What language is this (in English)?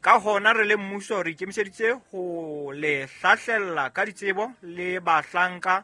Southern Sotho